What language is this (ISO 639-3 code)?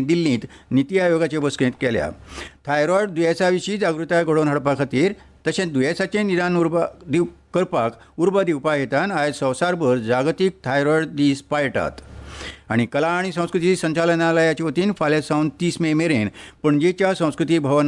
kok